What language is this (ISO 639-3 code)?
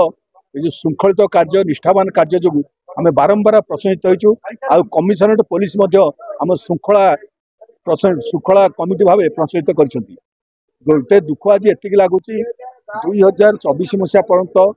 ori